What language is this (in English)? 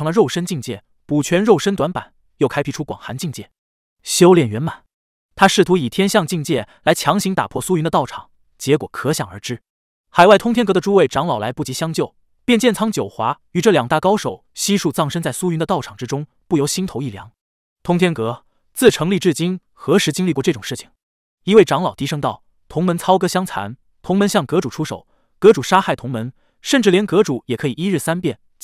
Chinese